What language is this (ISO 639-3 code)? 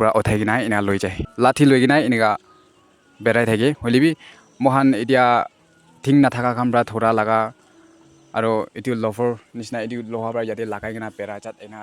nag